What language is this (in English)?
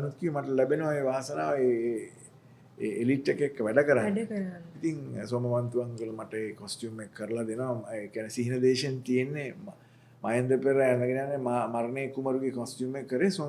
Sinhala